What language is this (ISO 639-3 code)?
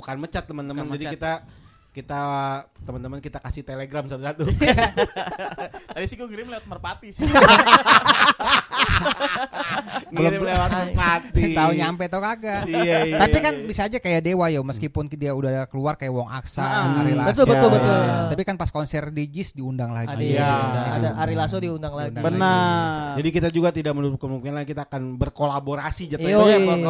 ind